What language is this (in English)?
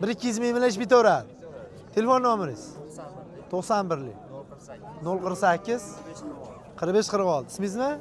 Uzbek